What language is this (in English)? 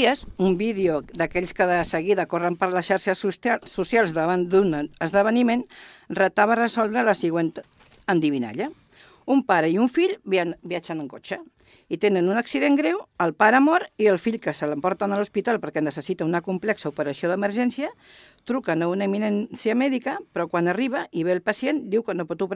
Catalan